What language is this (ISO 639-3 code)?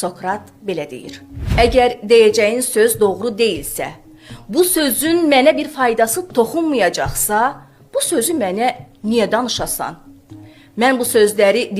aze